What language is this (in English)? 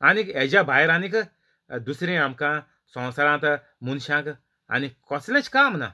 Konkani